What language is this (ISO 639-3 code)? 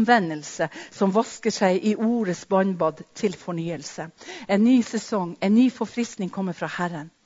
nor